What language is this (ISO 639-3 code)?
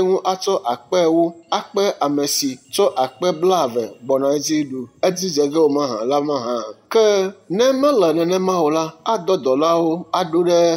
ewe